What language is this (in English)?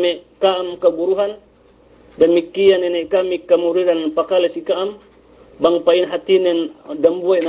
Yakan